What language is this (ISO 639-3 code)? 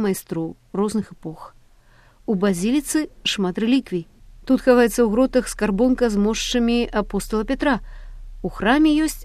bel